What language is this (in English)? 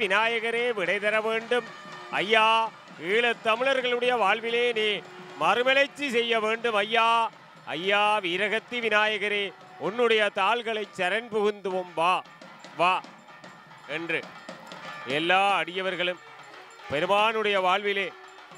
Tamil